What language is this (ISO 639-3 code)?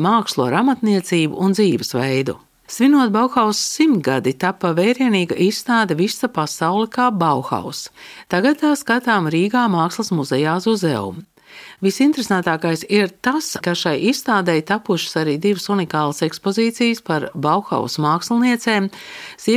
lav